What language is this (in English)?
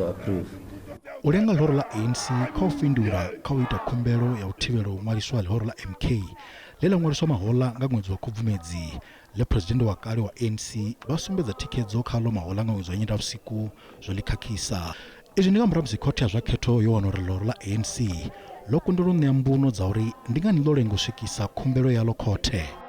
Venda